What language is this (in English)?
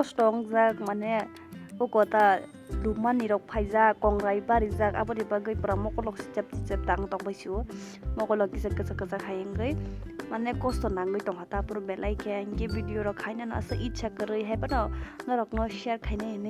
Kok Borok